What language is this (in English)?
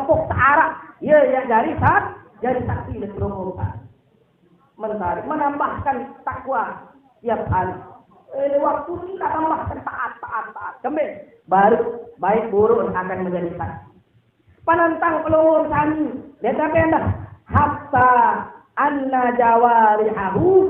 Sasak